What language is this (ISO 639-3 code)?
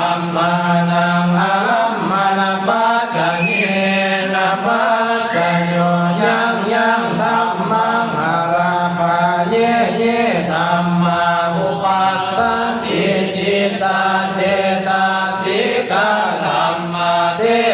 pli